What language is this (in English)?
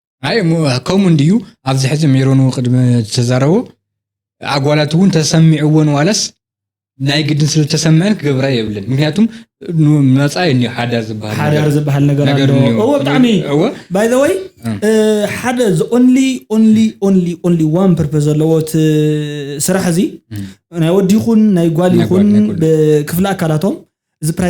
Tigrinya